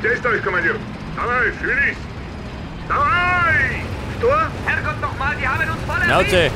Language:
Bavarian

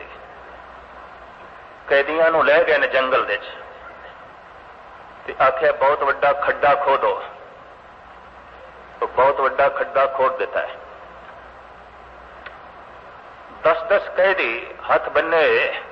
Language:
Punjabi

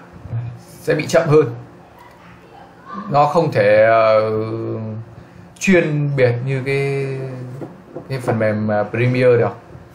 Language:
Vietnamese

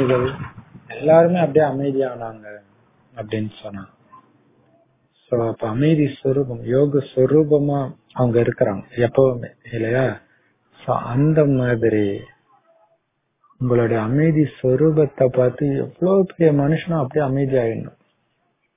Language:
Tamil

